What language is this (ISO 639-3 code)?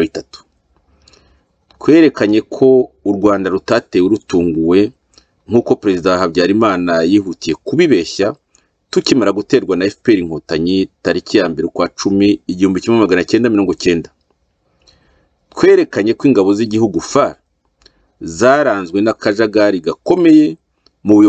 kin